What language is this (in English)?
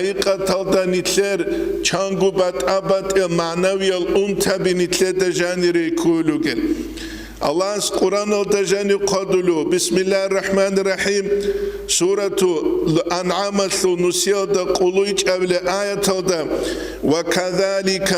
Avaric